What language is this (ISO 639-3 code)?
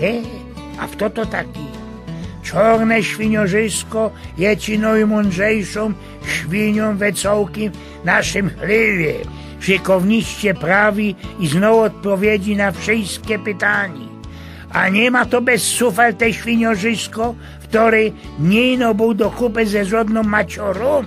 szl